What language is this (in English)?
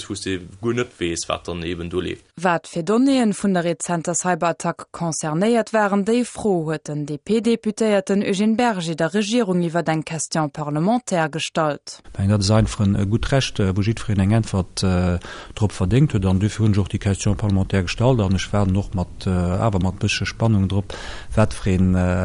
Luxembourgish